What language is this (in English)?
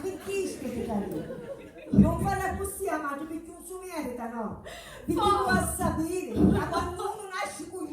Sicilian